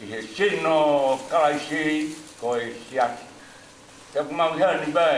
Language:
Tongan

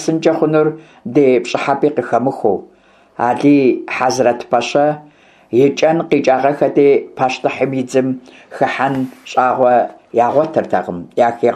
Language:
Kabardian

